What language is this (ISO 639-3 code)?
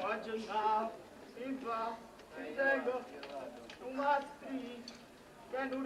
nap